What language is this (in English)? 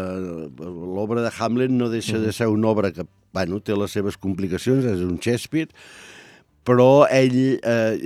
Catalan